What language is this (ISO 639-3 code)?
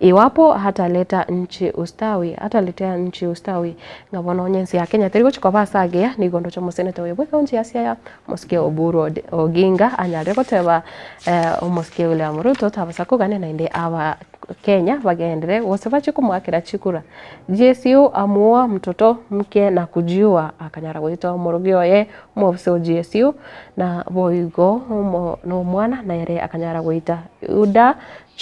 guz